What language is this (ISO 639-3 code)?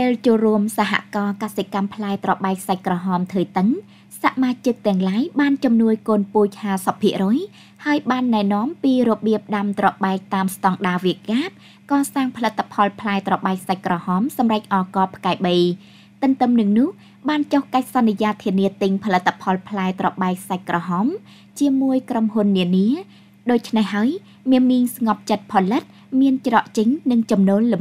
khm